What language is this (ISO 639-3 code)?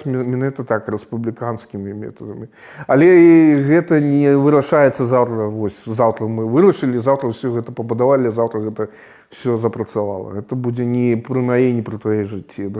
bel